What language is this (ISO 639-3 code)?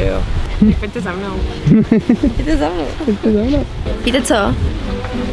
ces